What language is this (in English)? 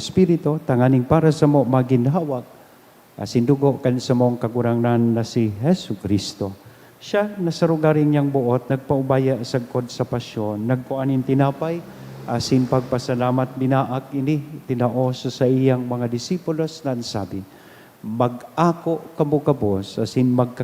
Bikol